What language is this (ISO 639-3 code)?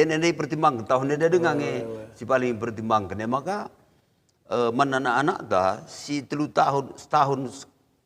btx